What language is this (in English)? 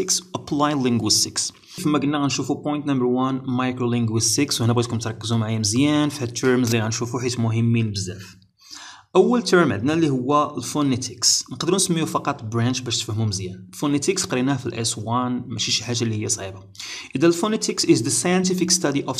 Moroccan Arabic